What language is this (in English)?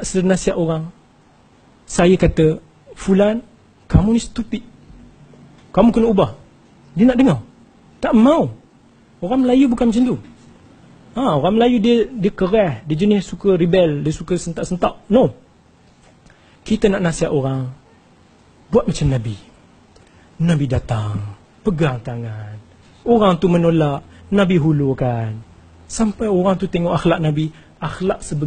Malay